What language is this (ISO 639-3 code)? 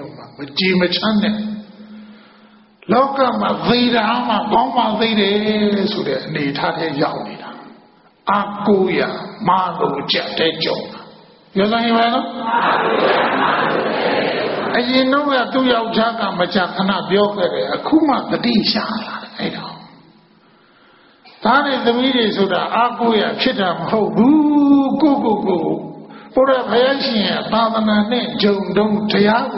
mya